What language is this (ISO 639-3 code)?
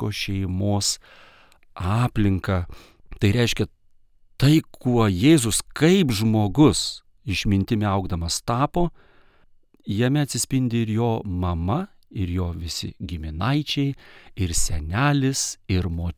lit